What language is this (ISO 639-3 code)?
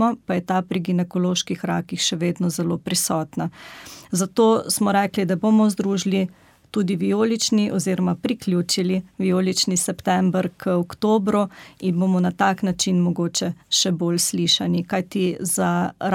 slv